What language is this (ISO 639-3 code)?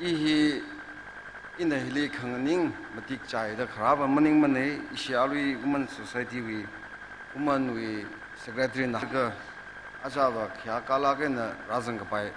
nmf